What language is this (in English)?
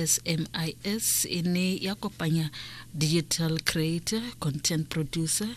Tswana